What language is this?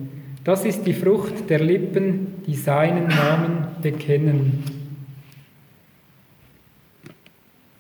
German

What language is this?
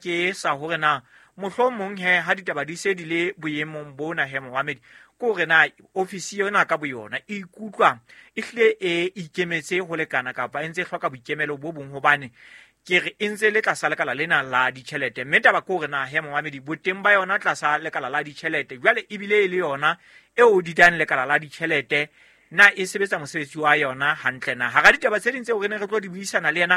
Southern Sotho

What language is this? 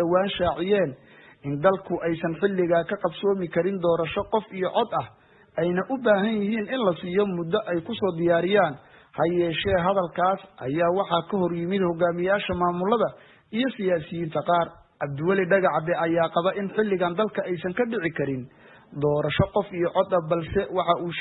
Somali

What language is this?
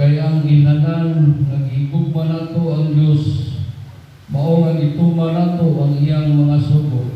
Cebuano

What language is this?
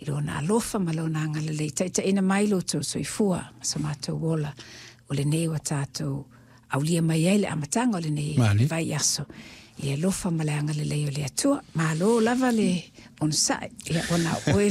Samoan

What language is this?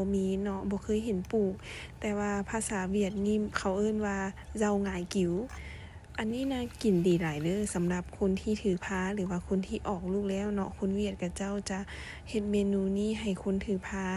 Lao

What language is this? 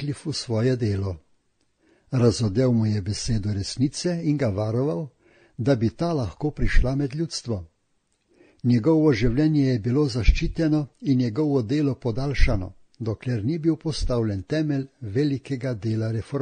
Slovenian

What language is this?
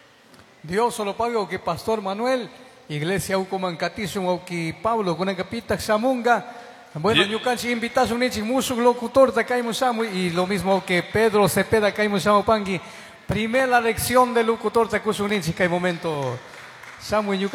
Chimborazo Highland Quichua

